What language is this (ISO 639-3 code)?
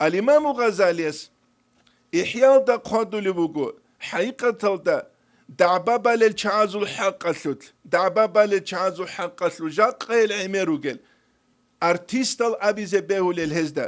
ava